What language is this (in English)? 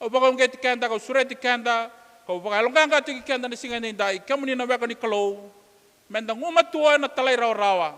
Fijian